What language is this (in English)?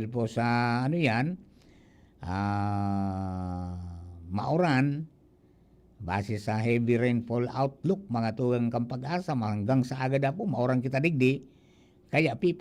Bikol